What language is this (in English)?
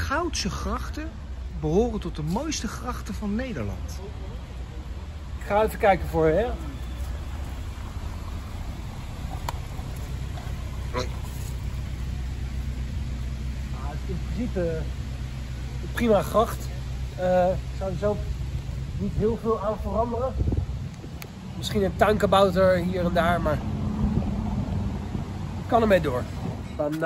Dutch